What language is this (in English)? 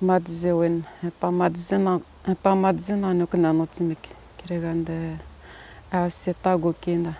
Atikamekw